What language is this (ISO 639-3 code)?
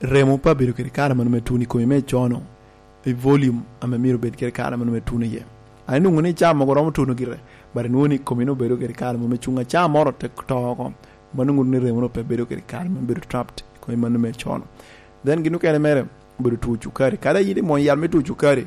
laj